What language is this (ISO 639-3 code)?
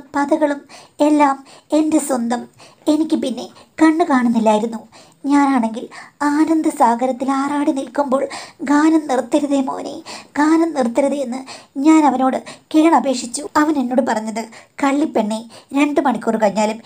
mal